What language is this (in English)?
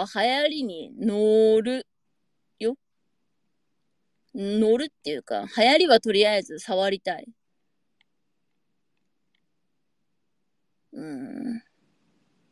Japanese